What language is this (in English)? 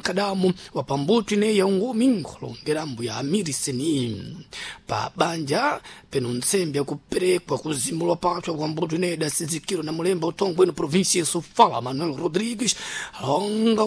Sena